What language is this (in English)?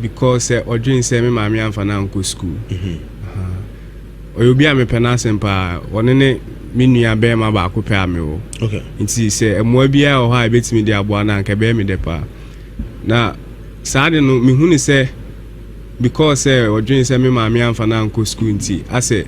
Akan